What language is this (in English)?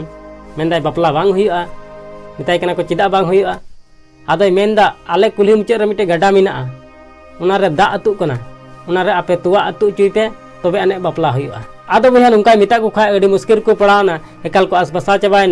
Santali